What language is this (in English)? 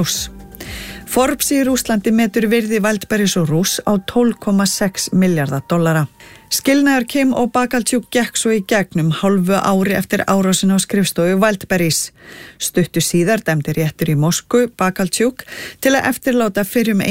Icelandic